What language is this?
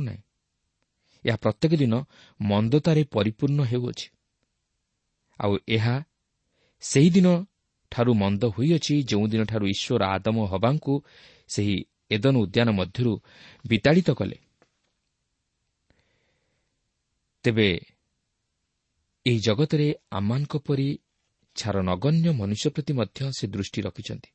Odia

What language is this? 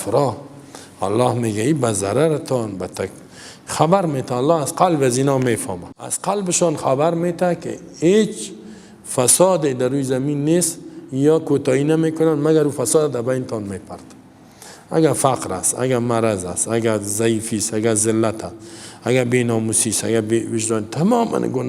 Persian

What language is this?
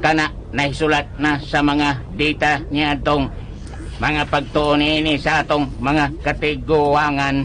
Cebuano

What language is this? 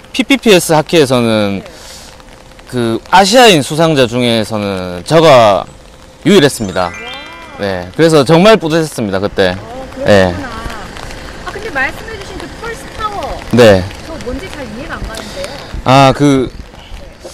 Korean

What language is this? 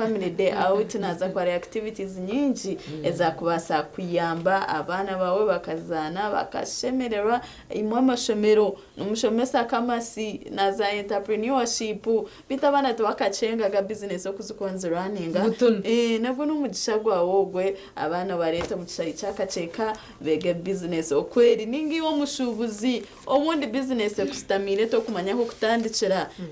Nyankole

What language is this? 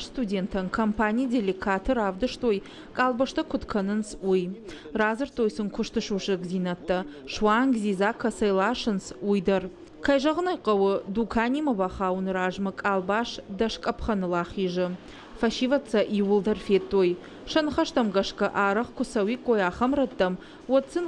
Ossetic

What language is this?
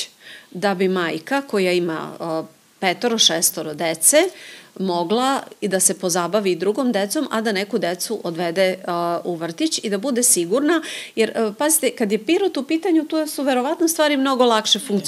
Serbian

